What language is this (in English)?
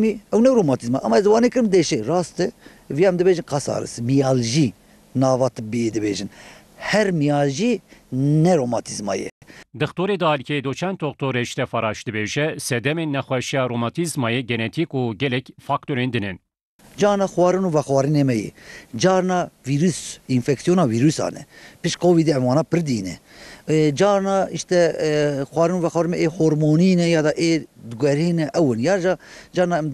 Kurdish